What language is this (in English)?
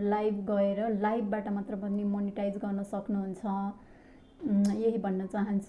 Nepali